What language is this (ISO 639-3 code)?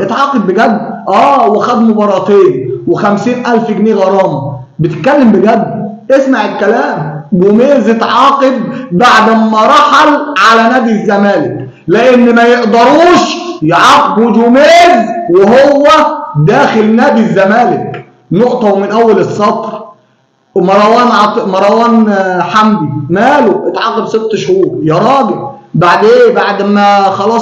arz